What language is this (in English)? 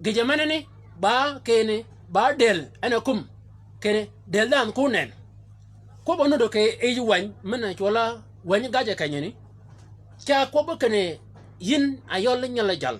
Shilluk